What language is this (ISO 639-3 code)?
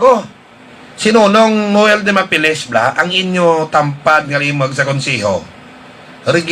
hil